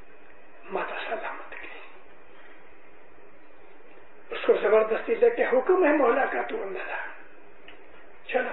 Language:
Urdu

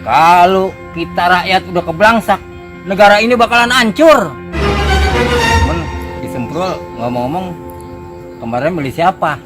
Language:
Betawi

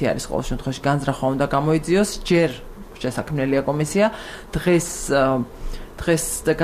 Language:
Georgian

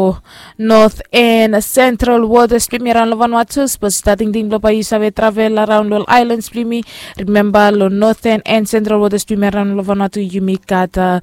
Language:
Bislama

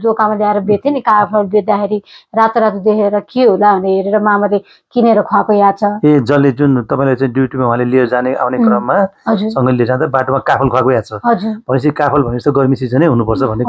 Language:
Nepali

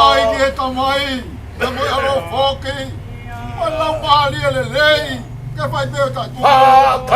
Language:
Tongan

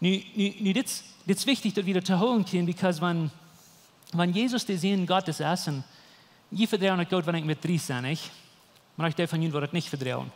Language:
Plautdietsch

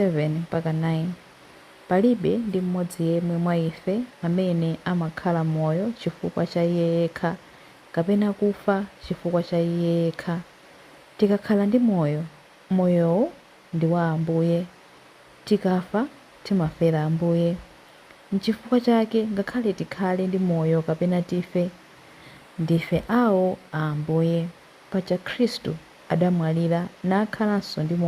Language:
Nyanja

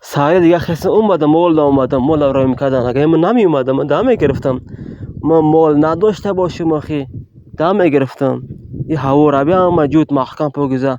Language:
Tajik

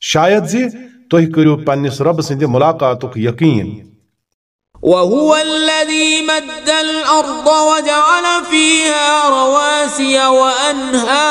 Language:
Kashmiri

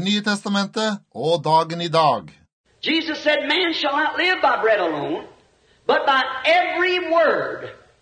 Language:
Norwegian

